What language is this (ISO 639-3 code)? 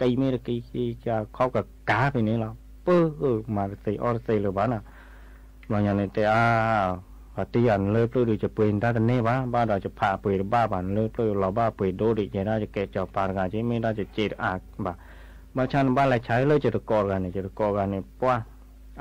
ksw